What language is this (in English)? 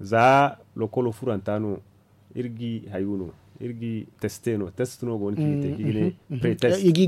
Zarma